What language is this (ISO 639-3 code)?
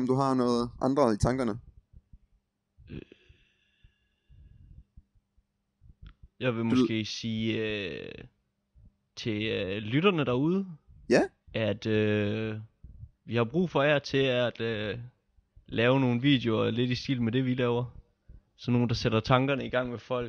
dan